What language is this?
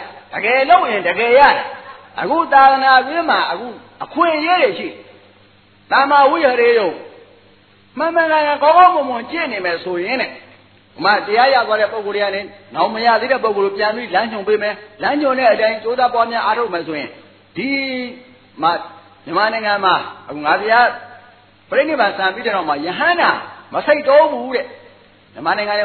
Burmese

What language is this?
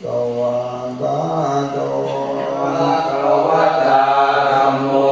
Pali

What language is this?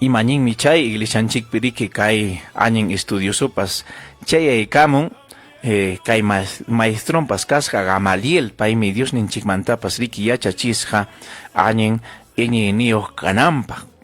Ayacucho Quechua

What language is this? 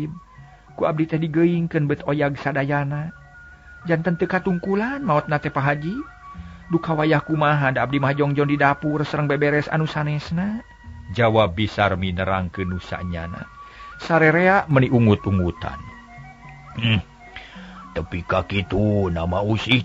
Sundanese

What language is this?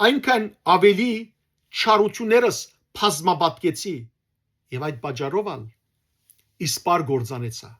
Western Armenian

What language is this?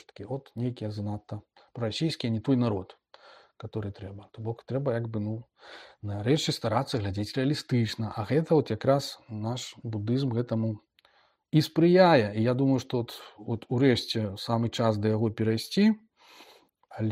Belarusian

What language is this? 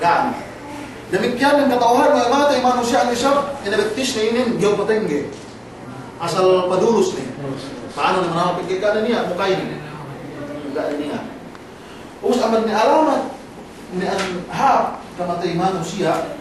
Yakan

